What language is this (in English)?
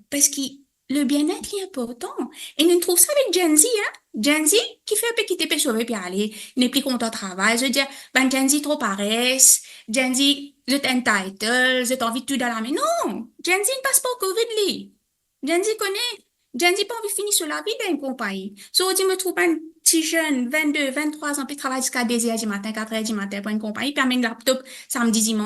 Morisyen